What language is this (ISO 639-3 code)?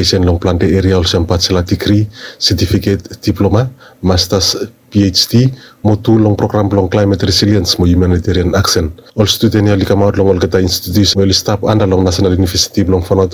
bis